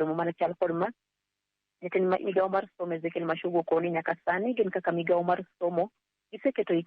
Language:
Luo (Kenya and Tanzania)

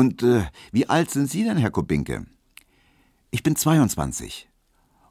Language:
German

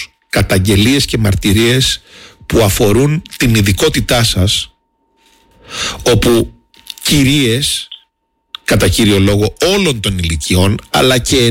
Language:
Greek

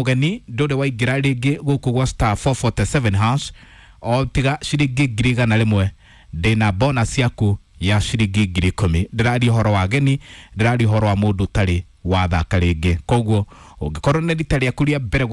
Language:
Kikuyu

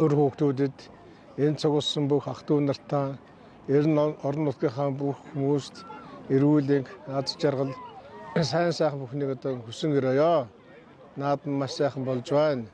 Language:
Mongolian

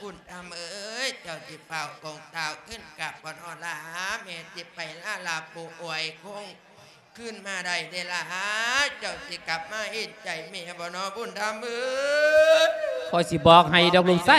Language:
Lao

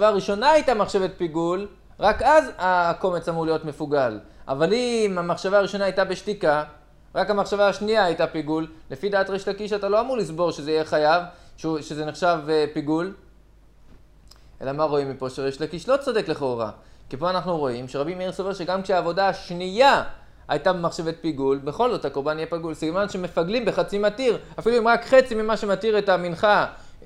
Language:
Hebrew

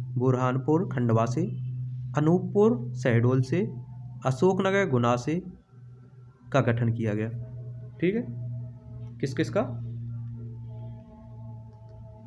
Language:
Hindi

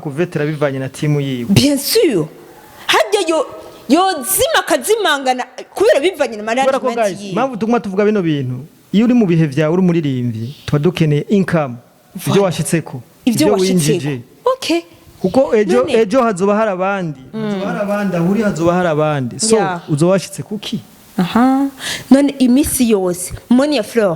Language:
Rundi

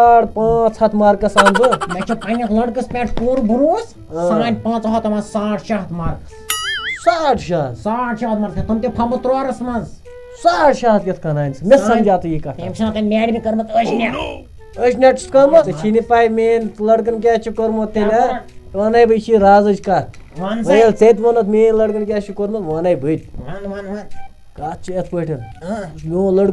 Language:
Kashmiri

